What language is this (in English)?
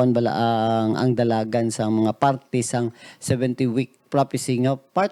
Hiligaynon